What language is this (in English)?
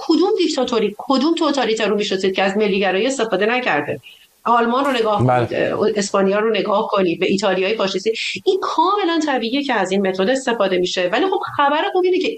Persian